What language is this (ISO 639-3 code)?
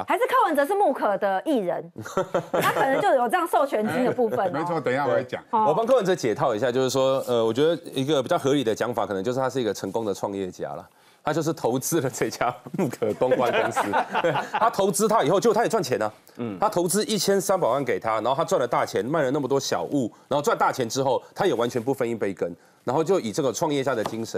zho